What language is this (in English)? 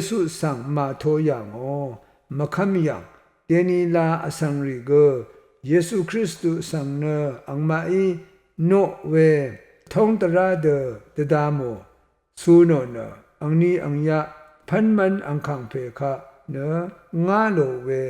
Rawang